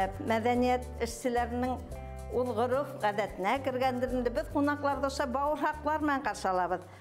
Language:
Bashkir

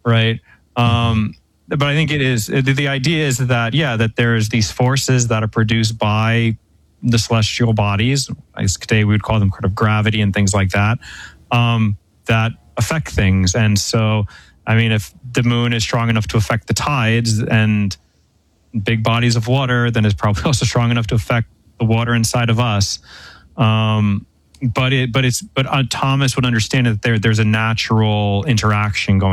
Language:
English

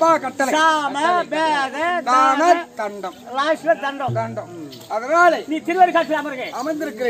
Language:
Tamil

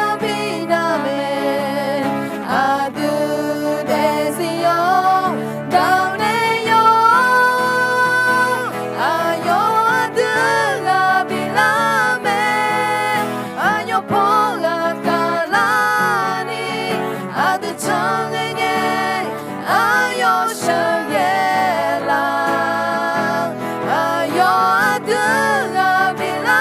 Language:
Akha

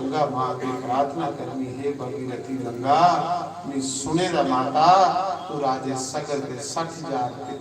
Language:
Dogri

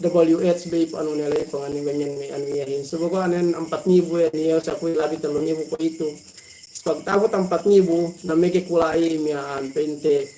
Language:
Yakan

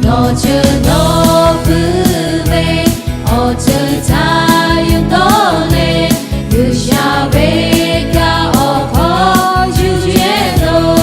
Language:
Lahu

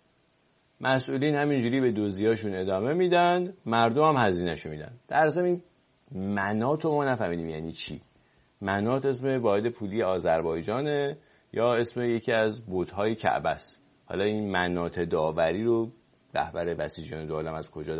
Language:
Persian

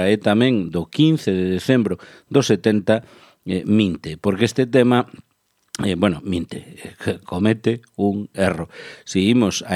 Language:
Galician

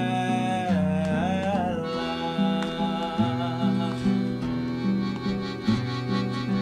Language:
Italian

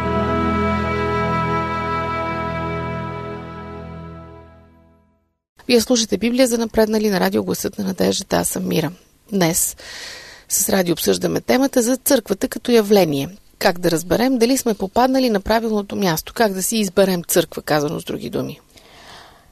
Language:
Bulgarian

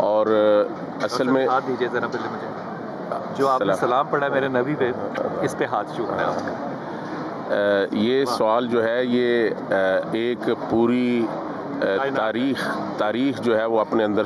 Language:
Urdu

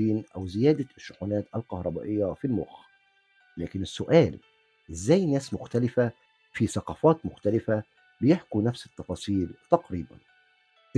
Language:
Egyptian Arabic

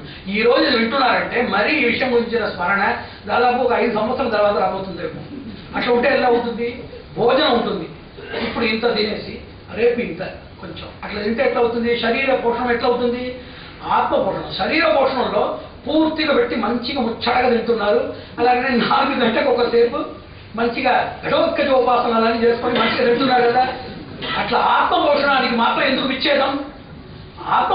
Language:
Telugu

